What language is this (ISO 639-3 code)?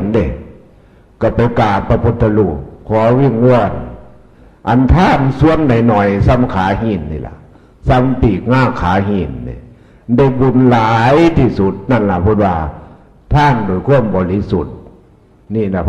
tts